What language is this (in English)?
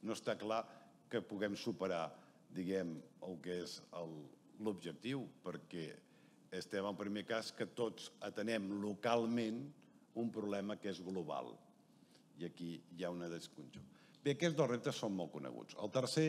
Catalan